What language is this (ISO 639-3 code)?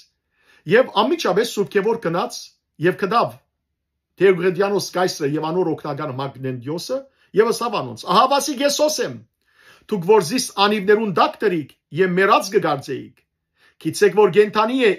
hyw